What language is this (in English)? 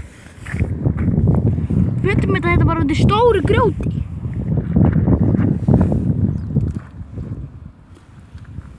Icelandic